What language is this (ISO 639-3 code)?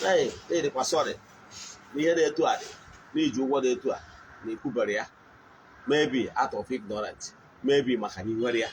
ibo